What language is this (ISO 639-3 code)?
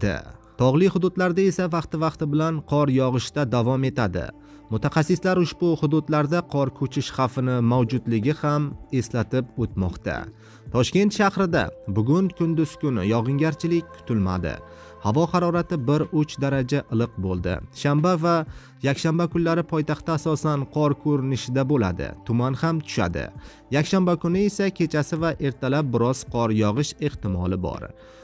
uzb